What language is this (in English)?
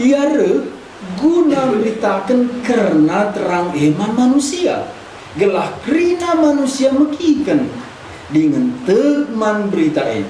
Batak Karo